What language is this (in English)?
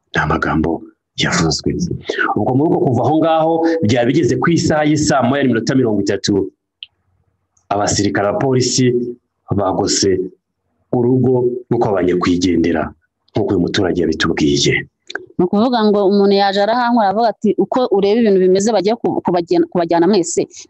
Kinyarwanda